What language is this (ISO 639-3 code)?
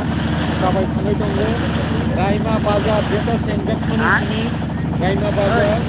trp